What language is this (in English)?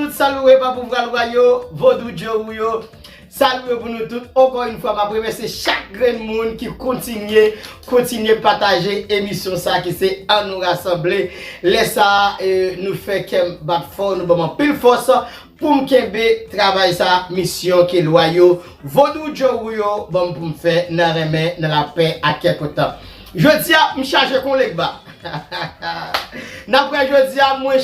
Haitian Creole